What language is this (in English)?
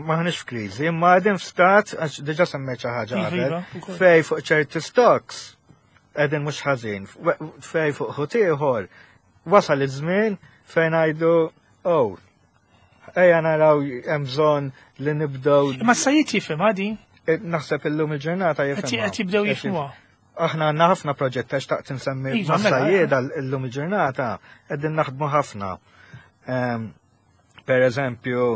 Maltese